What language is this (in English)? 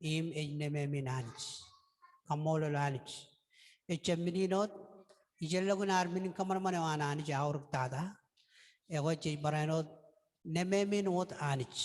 Marshallese